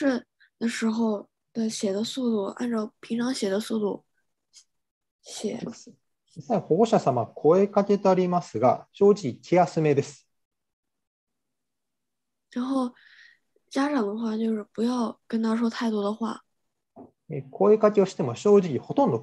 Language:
Japanese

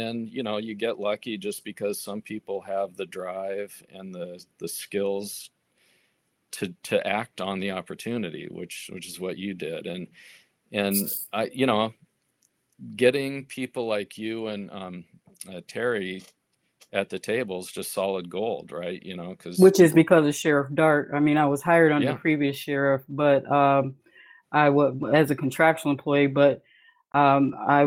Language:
English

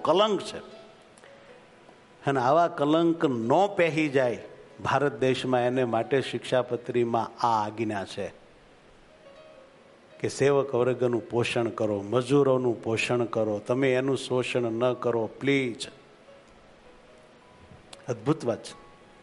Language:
Gujarati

